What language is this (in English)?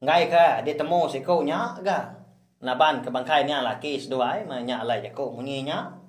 Iban